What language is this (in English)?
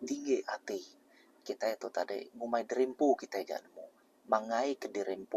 Iban